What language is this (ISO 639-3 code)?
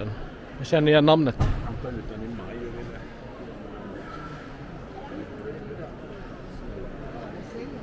swe